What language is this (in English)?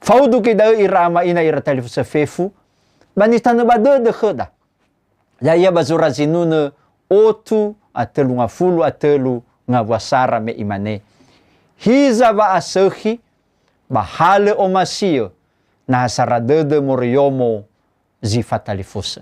Nias